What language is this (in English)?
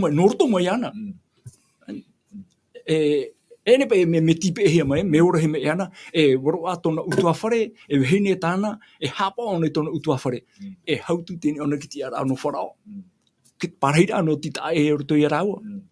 Tahitian